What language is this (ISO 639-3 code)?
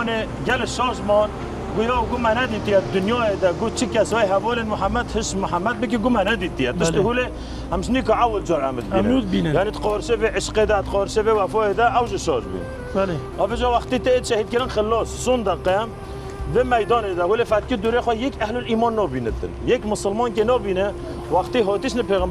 kur